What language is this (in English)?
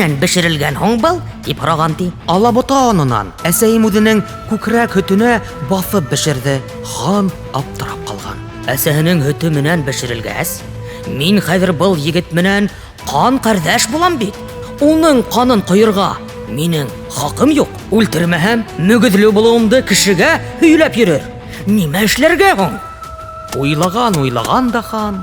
Bashkir